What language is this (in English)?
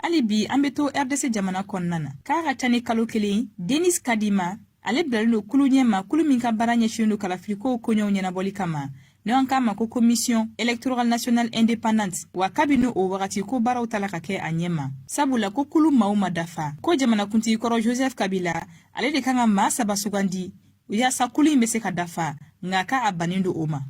Bambara